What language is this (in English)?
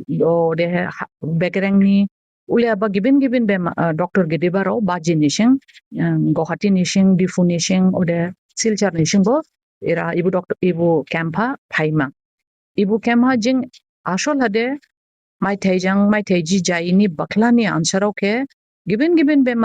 Dimasa